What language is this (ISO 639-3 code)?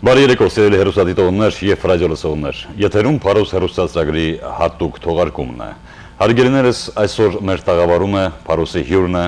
hyw